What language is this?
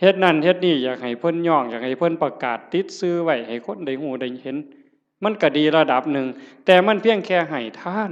Northeastern Thai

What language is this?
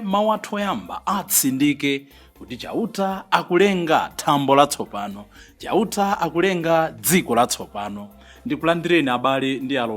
Nyanja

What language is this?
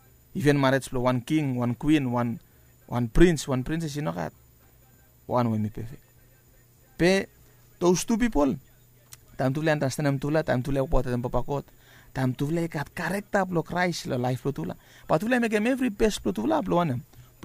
Bislama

